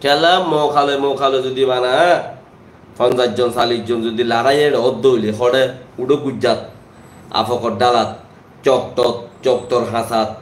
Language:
Rohingya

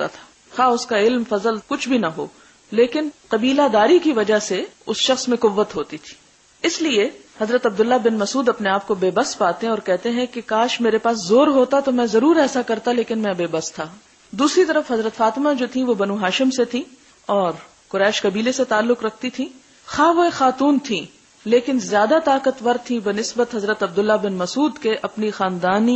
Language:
Urdu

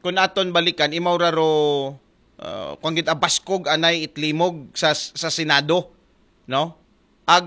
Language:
Aklanon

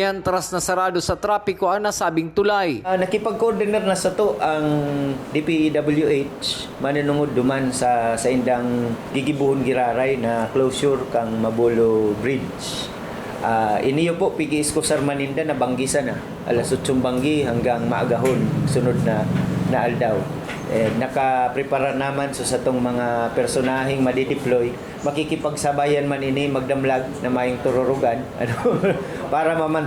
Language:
Bikol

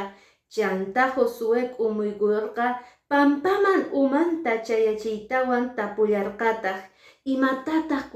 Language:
Quechua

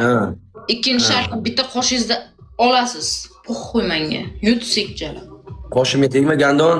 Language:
Uzbek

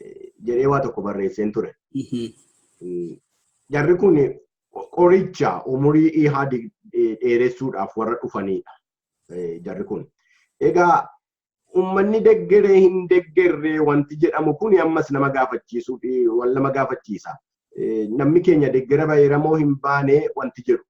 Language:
Oromo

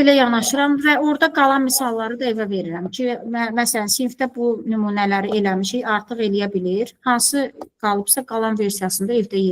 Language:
Azerbaijani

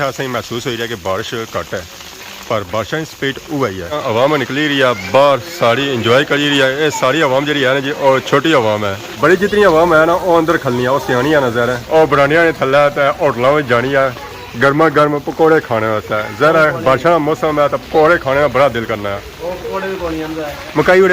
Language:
Pahari-Potwari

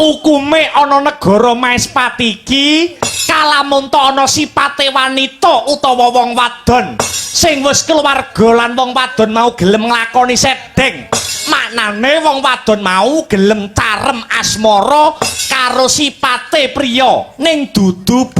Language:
Javanese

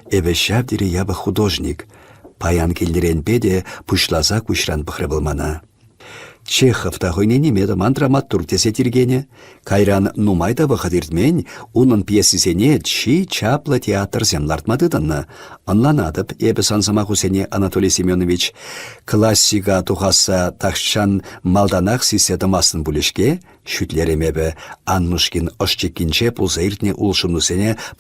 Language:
Chuvash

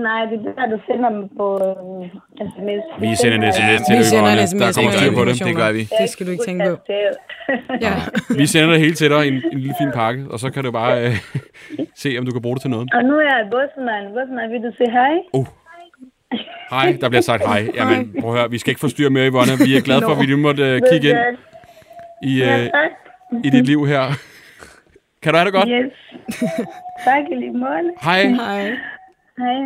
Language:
Danish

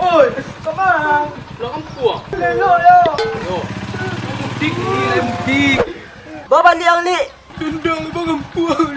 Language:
Minangkabau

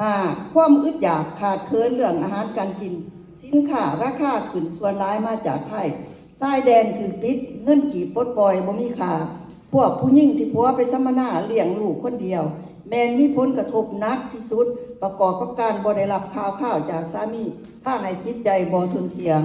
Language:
Lao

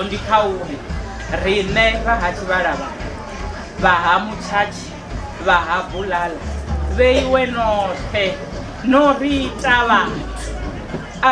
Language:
Venda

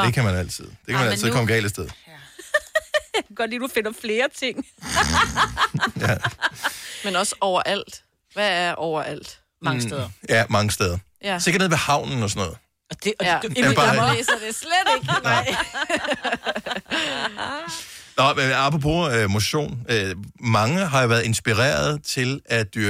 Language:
Danish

